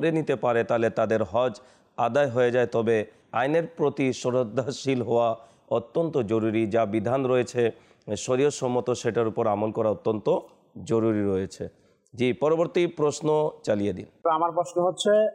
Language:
Bangla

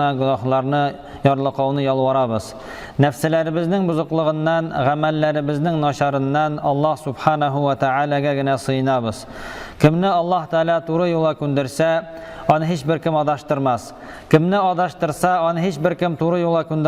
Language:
Tatar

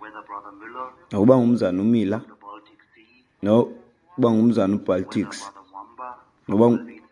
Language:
Xhosa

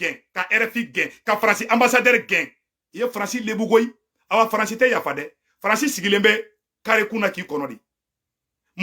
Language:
Bambara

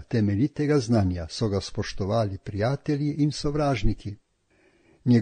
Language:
Slovenian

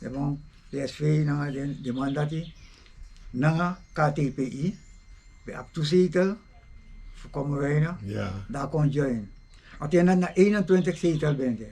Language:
Sranan Tongo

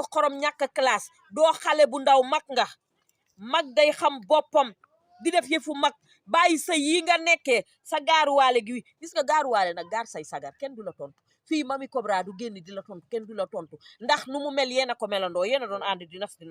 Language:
Wolof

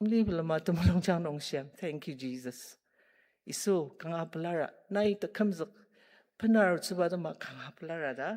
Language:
Ao Naga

